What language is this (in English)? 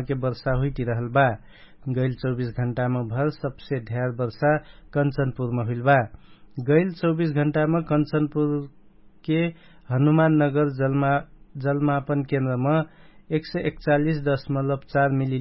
Dangaura Tharu